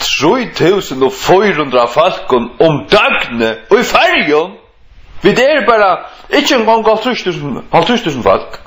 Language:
Faroese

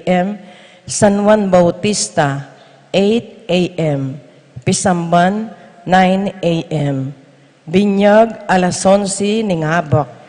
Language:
Pampanga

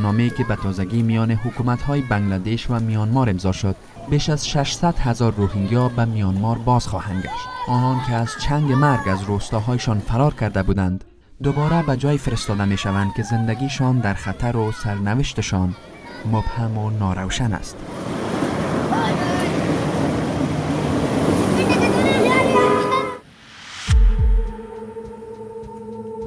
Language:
Persian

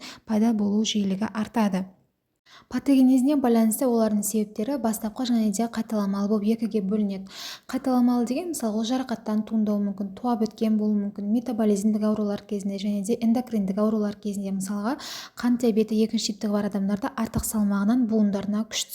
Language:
Kazakh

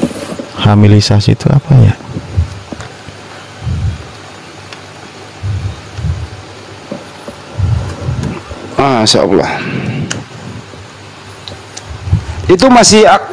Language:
Indonesian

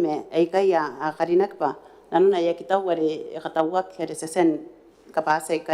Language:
Gilbertese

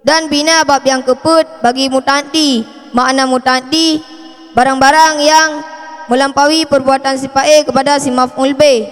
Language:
Achinese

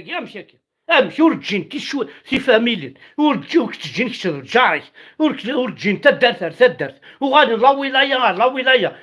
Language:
Kabyle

